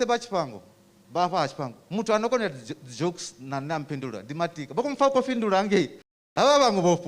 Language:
Venda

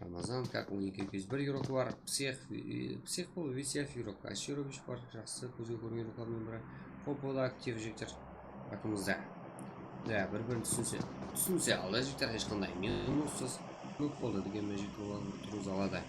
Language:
Kara-Kalpak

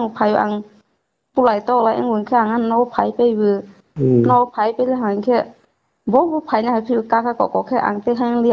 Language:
Kok Borok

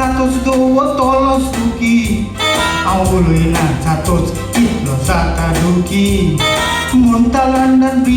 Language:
Konkani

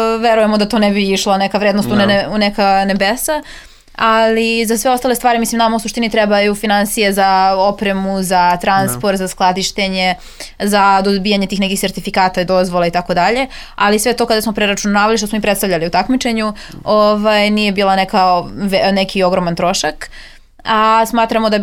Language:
Serbian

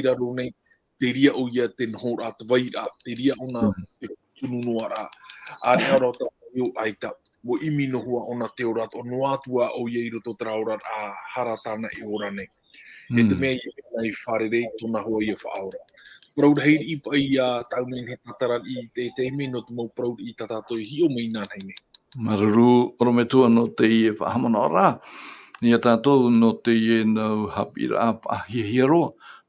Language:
Tahitian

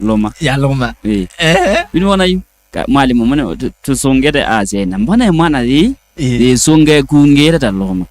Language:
Kamba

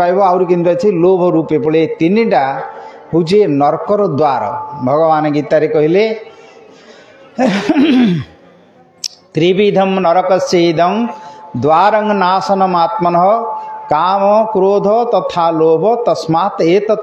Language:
Odia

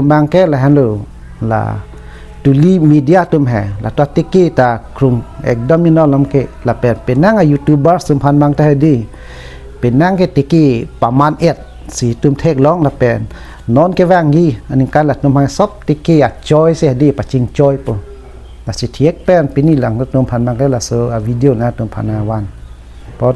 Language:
Karbi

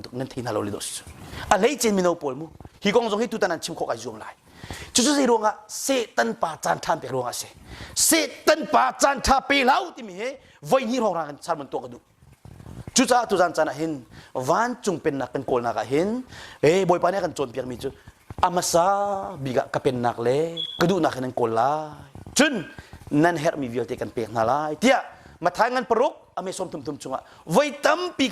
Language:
Hakha Chin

